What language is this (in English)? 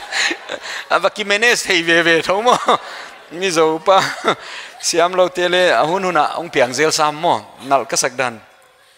Paite Chin